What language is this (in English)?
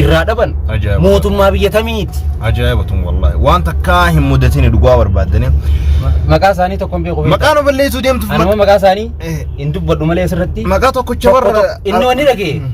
Oromo